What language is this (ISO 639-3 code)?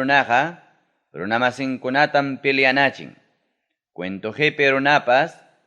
quy